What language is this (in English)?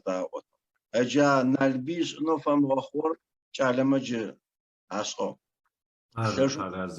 Adyghe